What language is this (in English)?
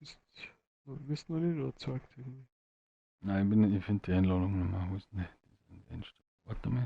Bavarian